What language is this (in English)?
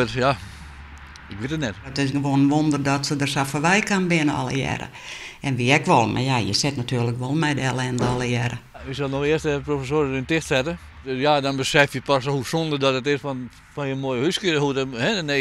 Western Frisian